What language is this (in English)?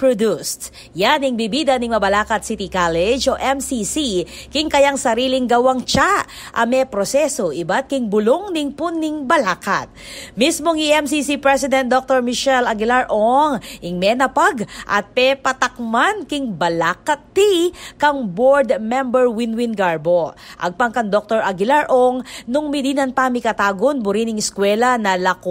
Pampanga